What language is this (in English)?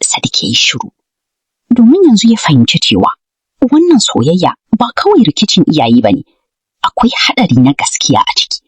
Hausa